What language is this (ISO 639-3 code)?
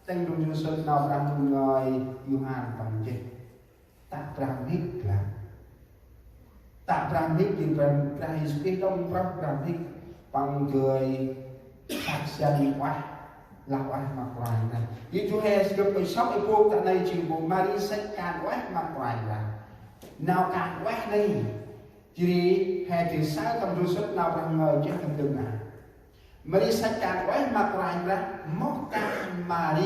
cmo